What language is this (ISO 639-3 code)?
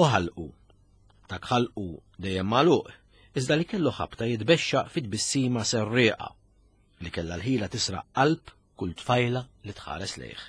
mlt